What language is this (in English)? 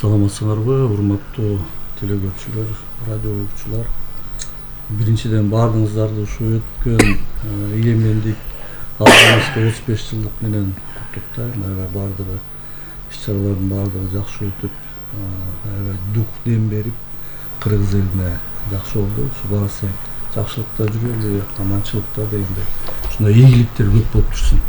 Kyrgyz